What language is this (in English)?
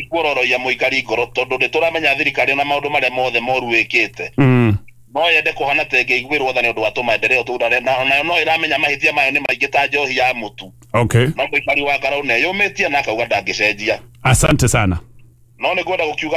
Kikuyu